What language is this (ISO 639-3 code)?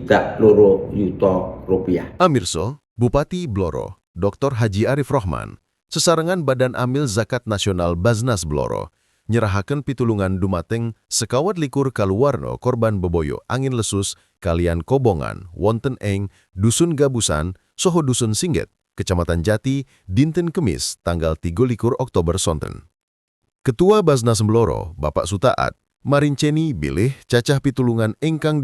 jav